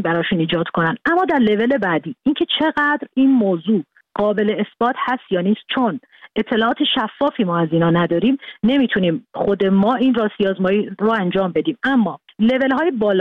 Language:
Persian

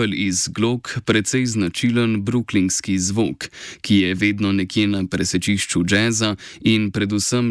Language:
Slovenian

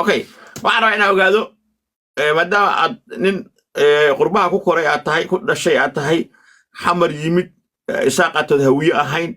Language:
Somali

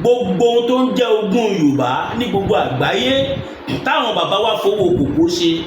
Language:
Yoruba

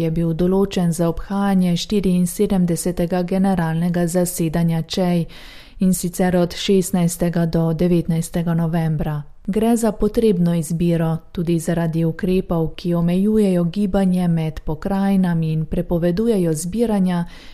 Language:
Slovenian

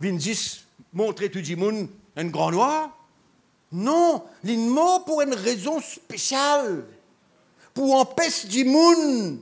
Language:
Morisyen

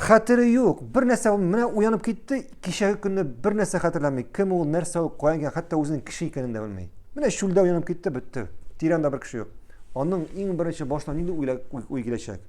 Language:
Tatar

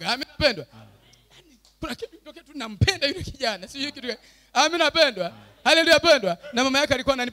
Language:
Swahili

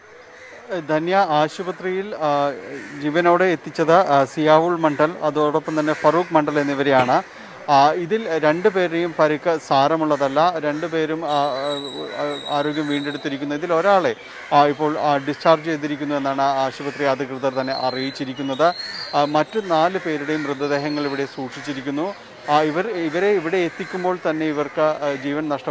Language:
Malayalam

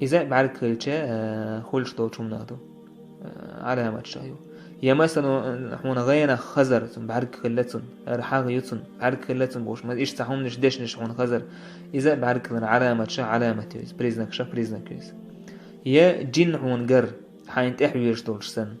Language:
Chechen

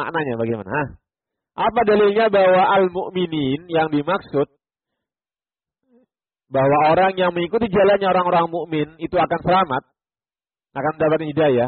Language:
Indonesian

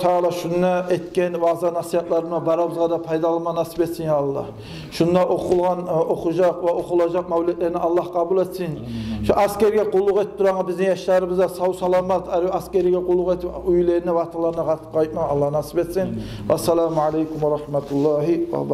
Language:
Kumyk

